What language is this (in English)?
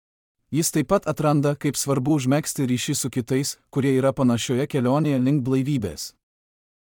Lithuanian